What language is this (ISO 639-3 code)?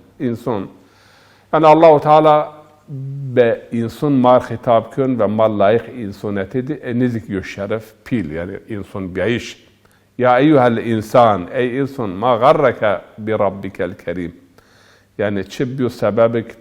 zza